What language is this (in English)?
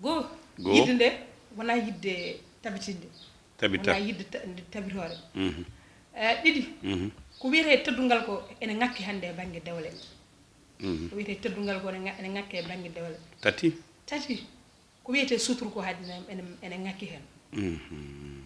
Fula